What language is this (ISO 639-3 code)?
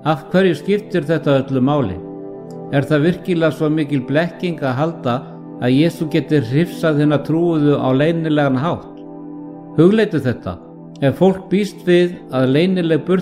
isl